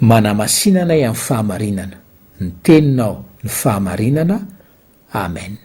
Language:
Malagasy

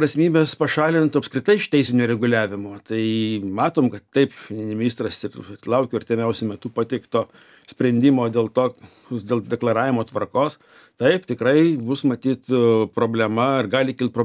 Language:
Lithuanian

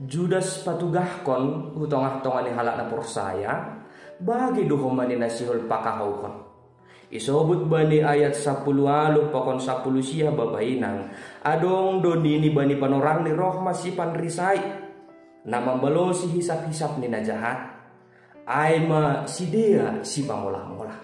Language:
Batak Simalungun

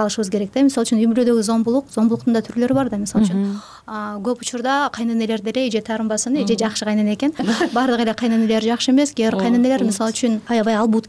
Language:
Kyrgyz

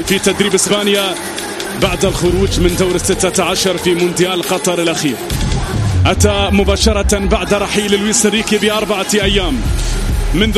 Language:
Arabic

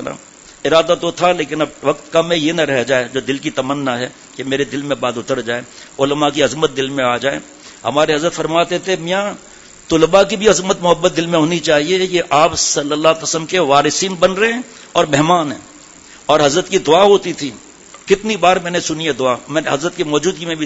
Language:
Urdu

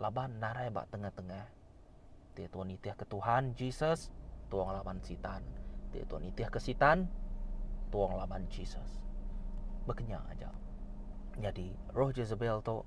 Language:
Iban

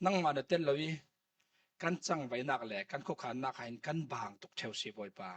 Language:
Falam Chin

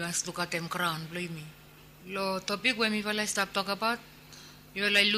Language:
Bislama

